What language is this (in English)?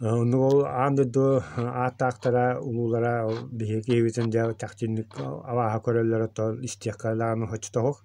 Yakut